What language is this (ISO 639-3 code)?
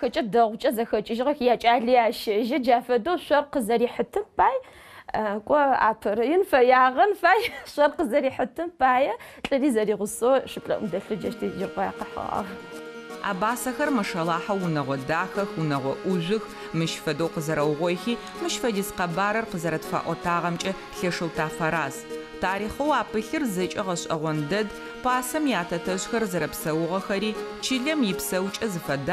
ady